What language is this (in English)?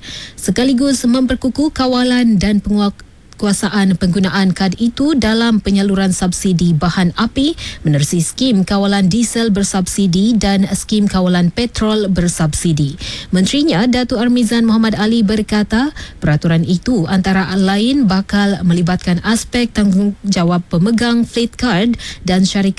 Malay